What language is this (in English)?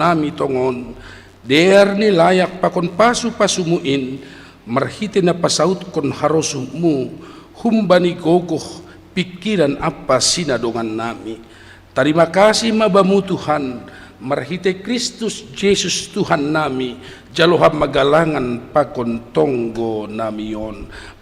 Batak Simalungun